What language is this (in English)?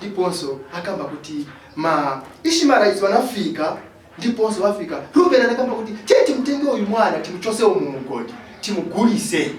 Nyanja